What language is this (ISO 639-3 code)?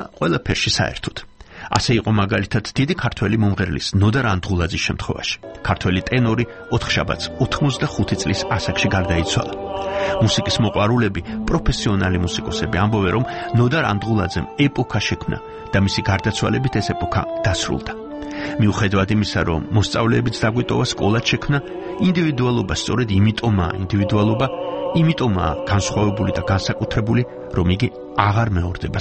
kat